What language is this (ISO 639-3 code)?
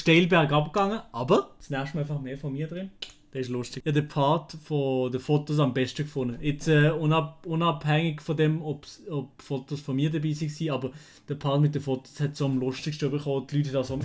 gsw